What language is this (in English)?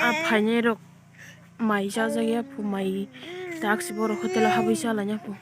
Kok Borok